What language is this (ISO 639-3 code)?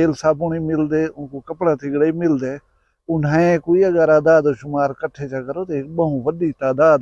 skr